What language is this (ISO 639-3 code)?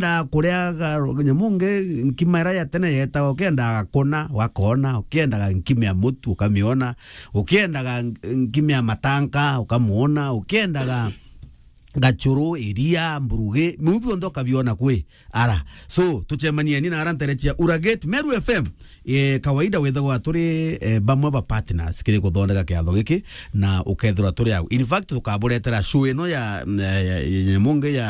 mer